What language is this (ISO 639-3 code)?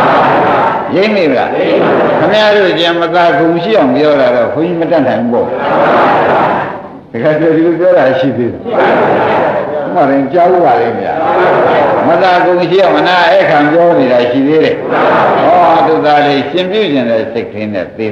mya